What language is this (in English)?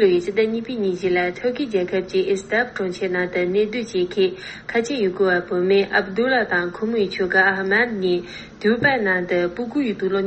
Tibetan